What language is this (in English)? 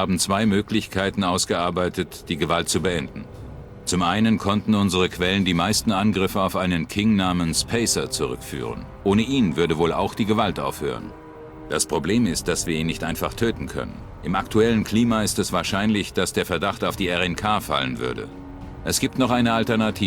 Bavarian